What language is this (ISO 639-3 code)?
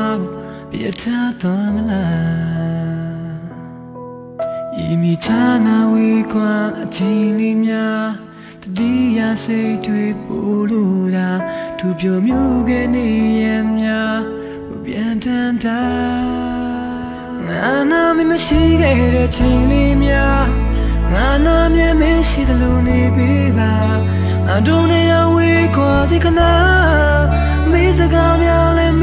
mya